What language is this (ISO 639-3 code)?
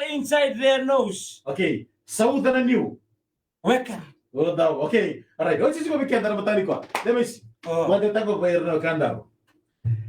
fij